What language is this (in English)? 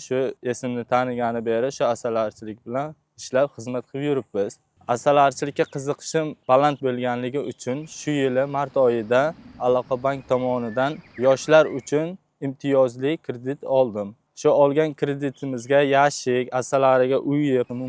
Uzbek